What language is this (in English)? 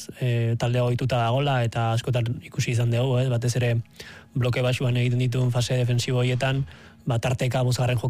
Basque